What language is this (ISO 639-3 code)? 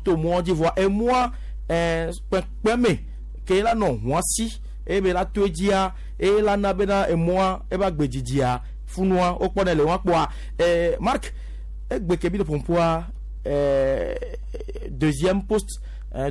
gej